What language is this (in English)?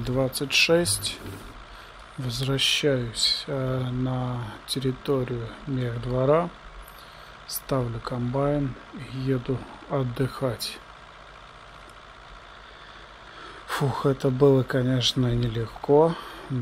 Russian